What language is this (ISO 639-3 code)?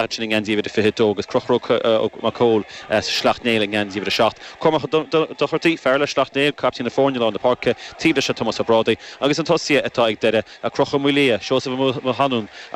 gle